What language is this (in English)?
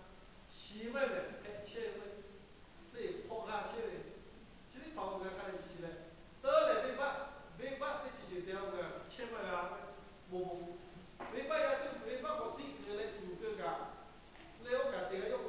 Lahu